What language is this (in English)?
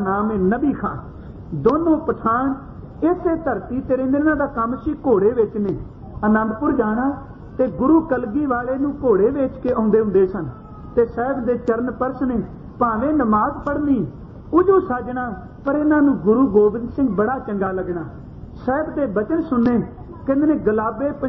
Punjabi